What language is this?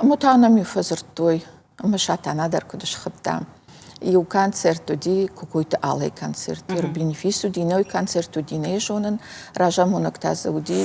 Ossetic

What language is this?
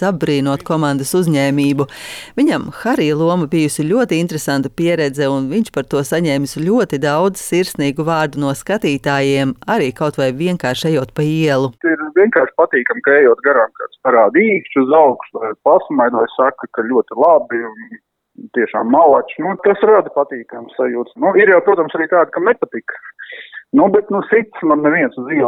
Latvian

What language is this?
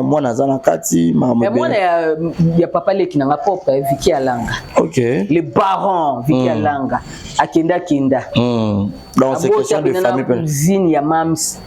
Lingala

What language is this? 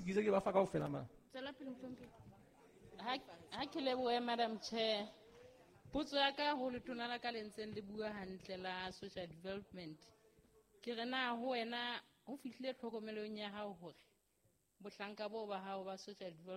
Southern Sotho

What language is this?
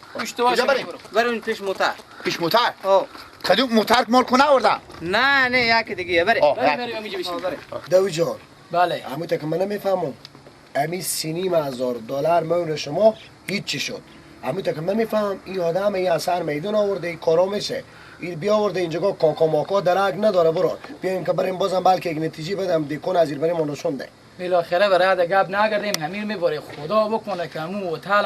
Persian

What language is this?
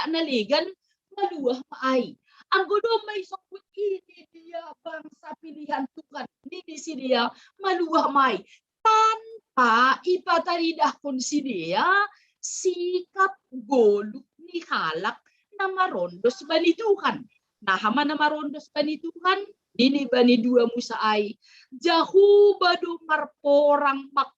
Batak Simalungun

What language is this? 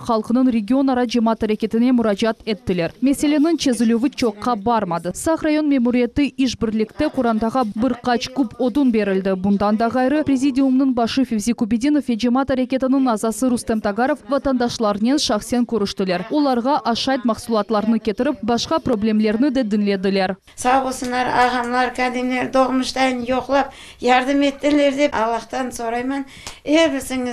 Crimean Tatar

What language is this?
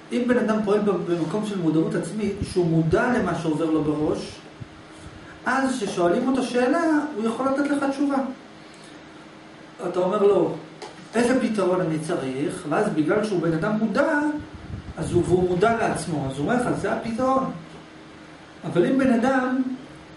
Hebrew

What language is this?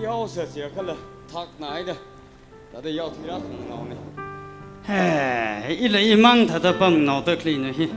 Tangkhul Naga (India)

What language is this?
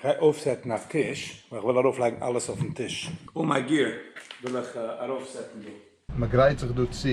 Yiddish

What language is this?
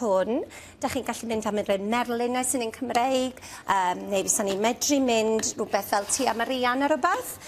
Welsh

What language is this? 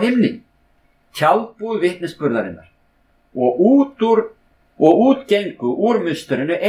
Icelandic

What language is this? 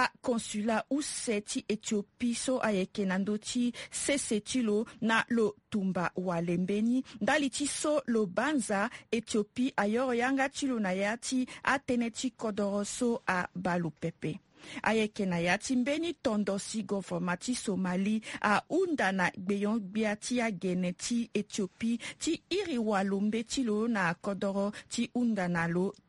Sango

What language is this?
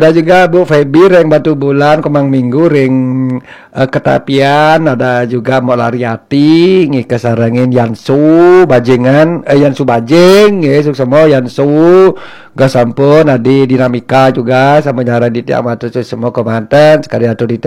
Balinese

